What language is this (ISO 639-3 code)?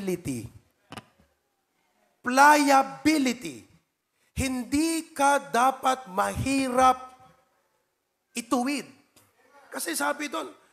fil